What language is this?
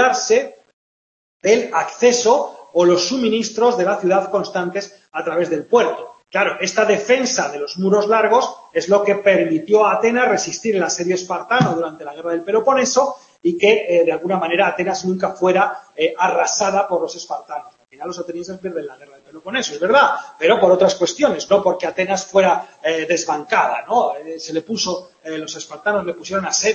Spanish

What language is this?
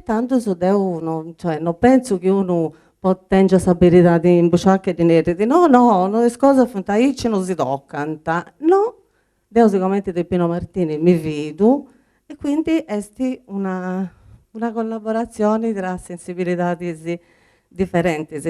Sardinian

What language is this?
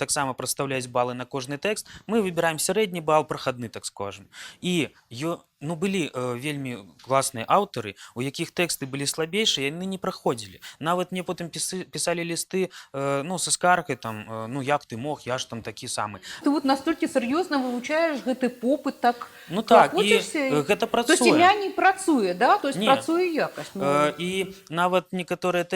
Belarusian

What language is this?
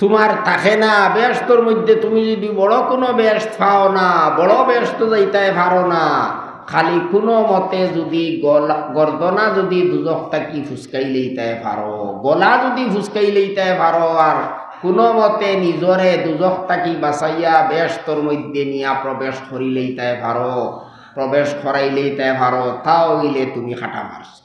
Sylheti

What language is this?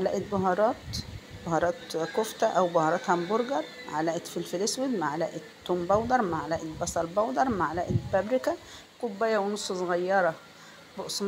Egyptian Arabic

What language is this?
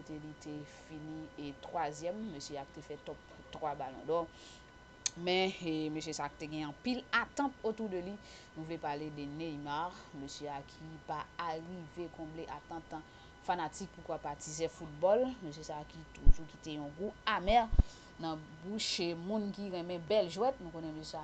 Haitian Creole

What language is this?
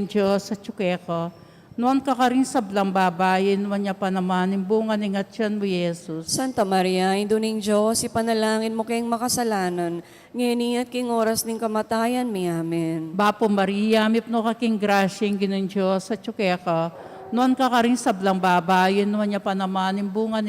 Pampanga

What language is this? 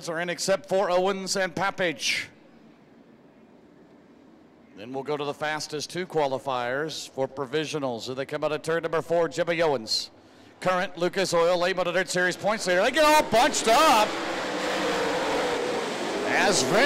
English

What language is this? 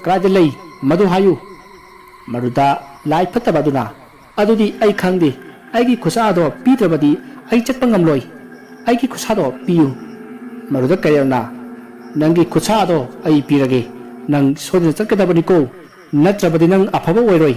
Manipuri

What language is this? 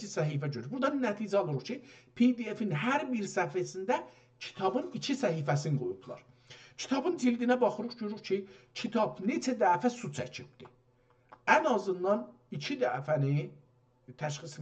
South Azerbaijani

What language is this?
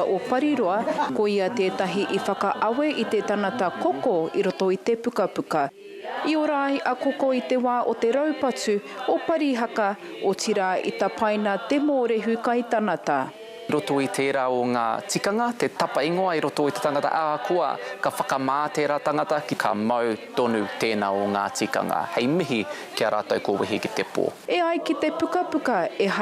Māori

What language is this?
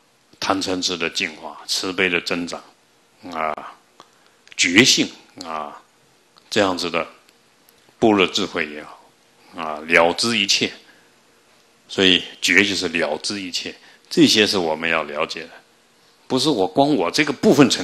Chinese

